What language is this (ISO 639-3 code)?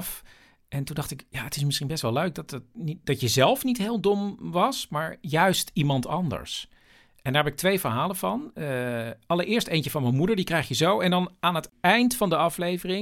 nld